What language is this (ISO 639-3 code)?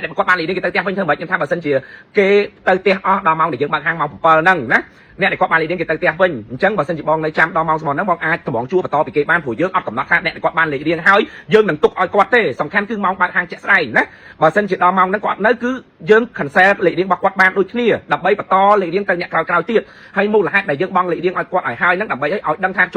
khm